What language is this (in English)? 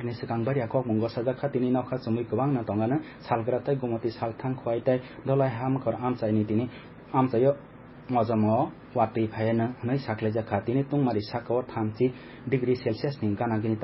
Kok Borok